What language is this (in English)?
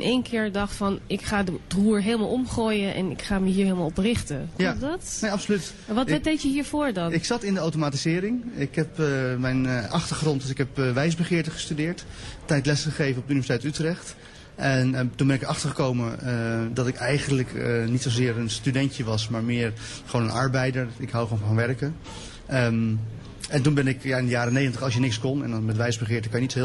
Dutch